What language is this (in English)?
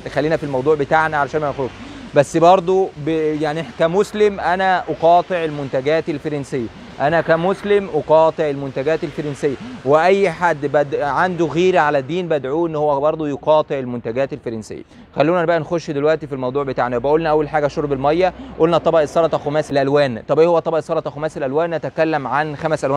Egyptian Arabic